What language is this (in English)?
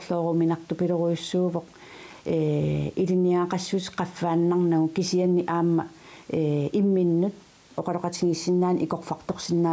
Kalaallisut